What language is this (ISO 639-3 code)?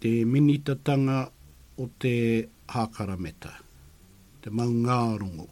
mri